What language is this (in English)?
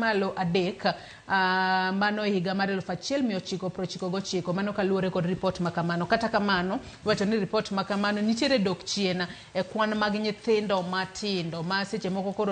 Luo (Kenya and Tanzania)